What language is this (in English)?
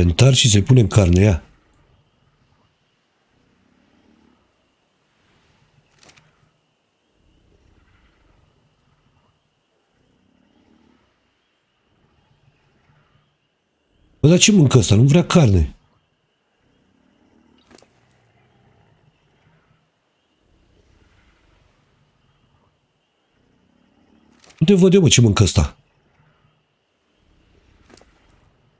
Romanian